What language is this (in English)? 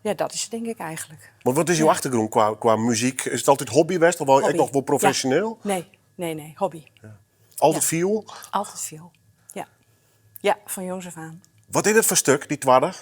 Western Frisian